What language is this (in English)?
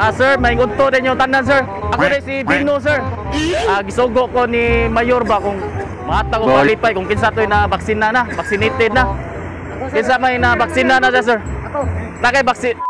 Cebuano